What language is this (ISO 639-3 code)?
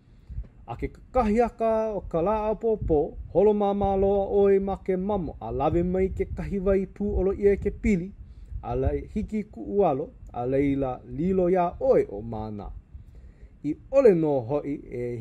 haw